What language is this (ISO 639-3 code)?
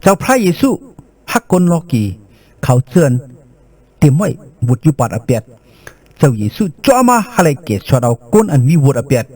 shn